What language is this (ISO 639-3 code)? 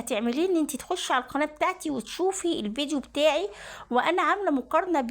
arz